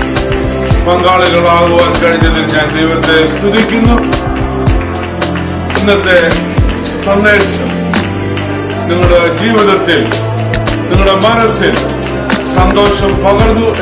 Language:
Malayalam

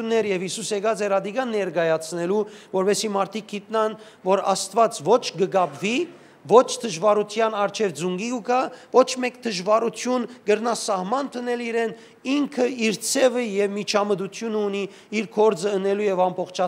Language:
Western Armenian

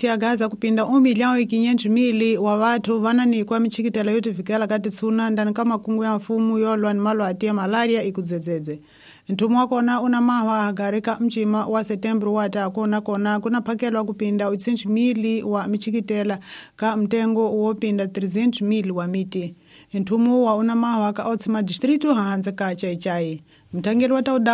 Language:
Tsonga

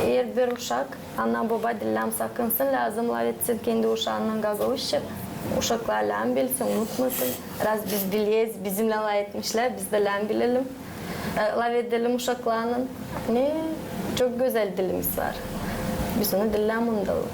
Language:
Gagauz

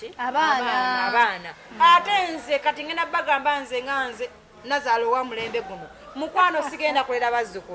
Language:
Ganda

